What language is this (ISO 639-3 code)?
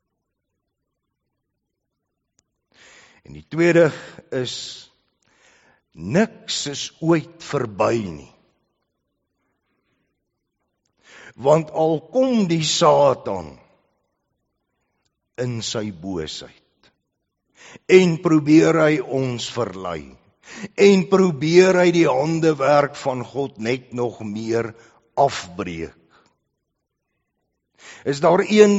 afr